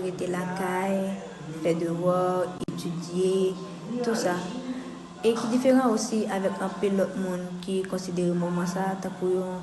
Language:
Haitian Creole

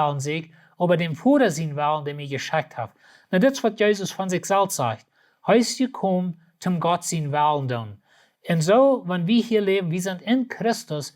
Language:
Plautdietsch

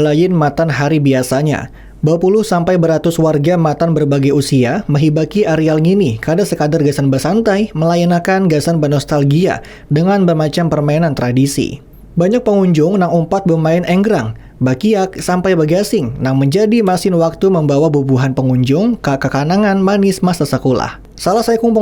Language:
Banjar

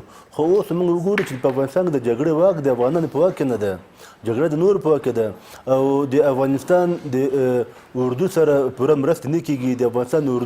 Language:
Pashto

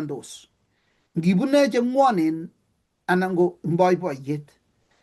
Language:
Kalenjin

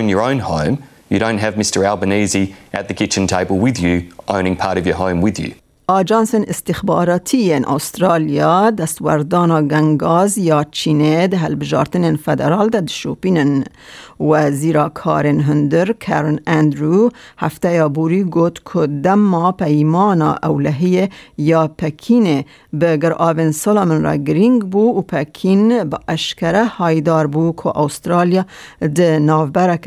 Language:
Kurdish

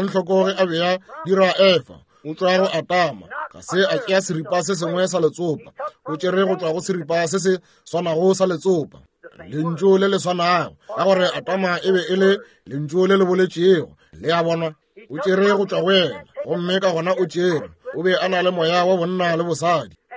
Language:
Northern Sotho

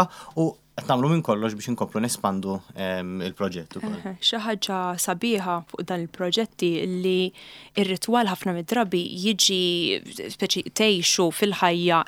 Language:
Maltese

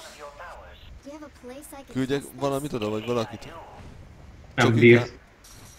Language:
Hungarian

